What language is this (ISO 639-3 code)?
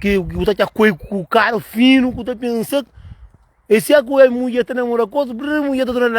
kea